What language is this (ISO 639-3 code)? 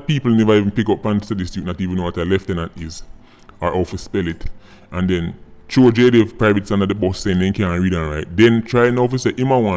jam